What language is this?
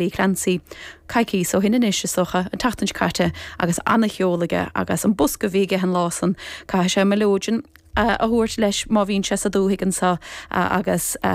Irish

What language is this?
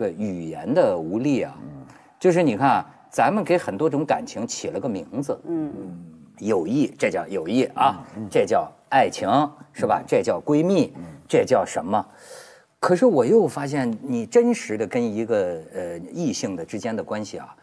Chinese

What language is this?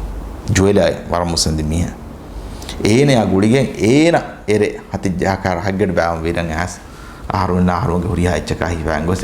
Divehi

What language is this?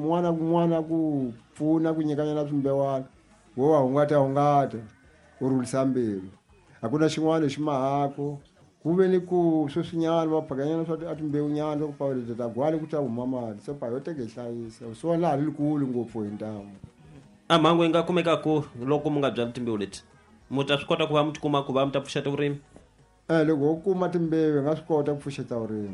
Tsonga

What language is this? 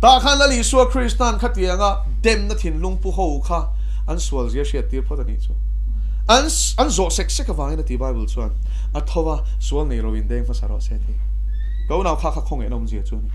Mizo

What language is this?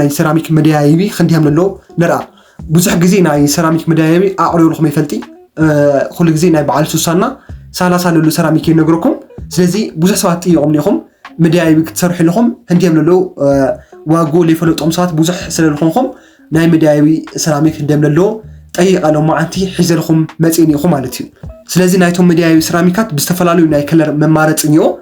Tigrinya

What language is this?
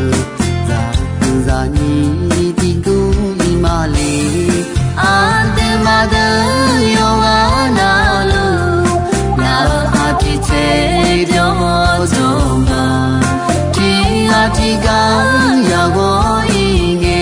Akha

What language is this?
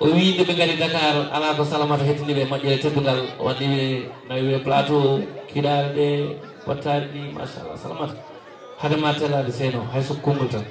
Fula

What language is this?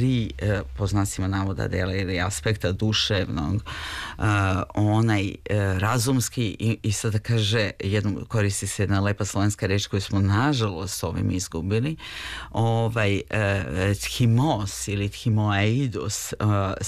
Serbian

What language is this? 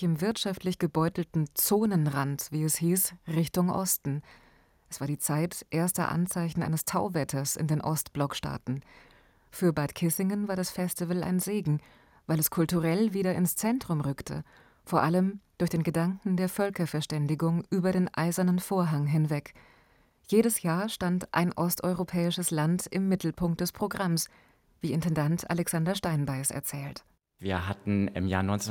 German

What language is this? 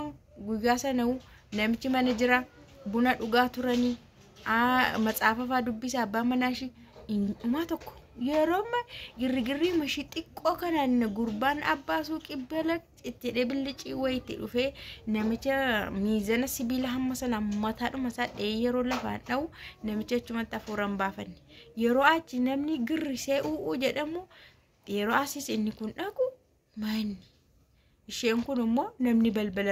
Oromo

